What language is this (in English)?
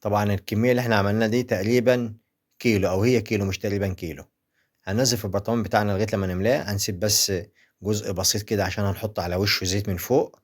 Egyptian Arabic